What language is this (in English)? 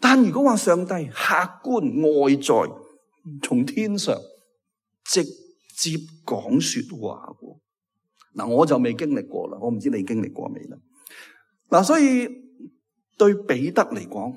Cantonese